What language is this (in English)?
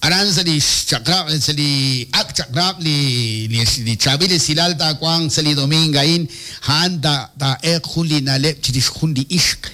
Kekchí